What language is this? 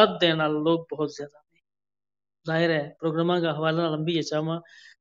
Gujari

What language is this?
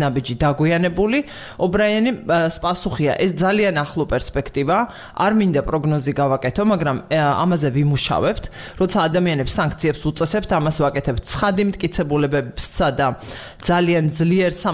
Georgian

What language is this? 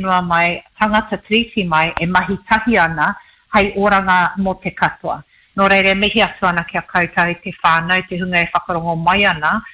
Māori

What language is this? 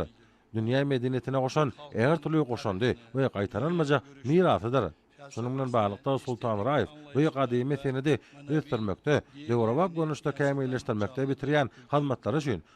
Turkmen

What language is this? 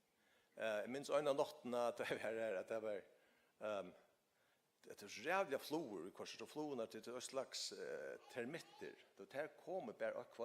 Faroese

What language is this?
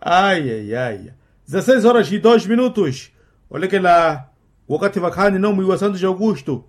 Makhuwa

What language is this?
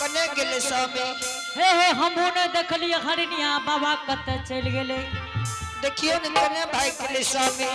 Angika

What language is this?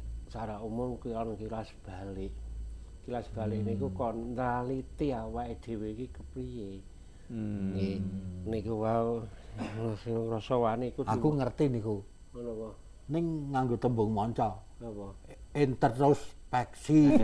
Javanese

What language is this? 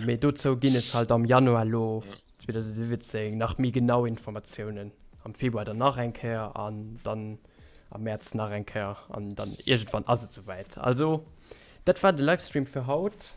Luxembourgish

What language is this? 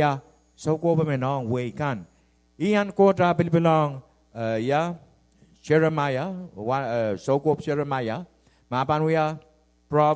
Pohnpeian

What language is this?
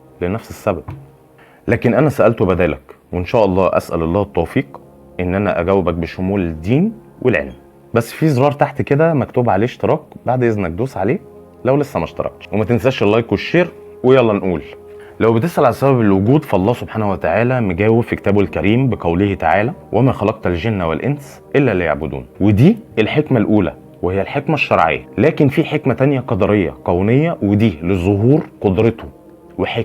Egyptian Arabic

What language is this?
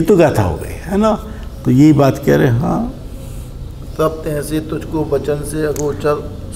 Hindi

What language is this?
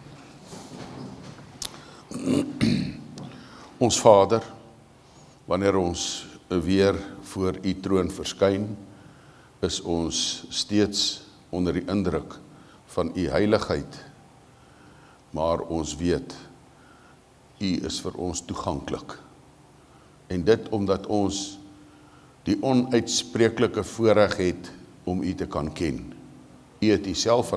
Afrikaans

